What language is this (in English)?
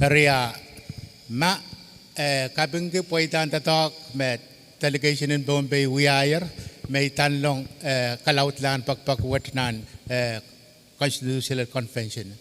Pohnpeian